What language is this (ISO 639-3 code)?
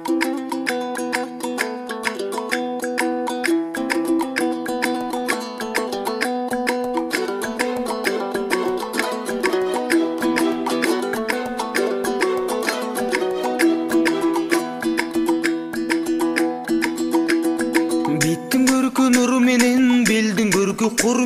kir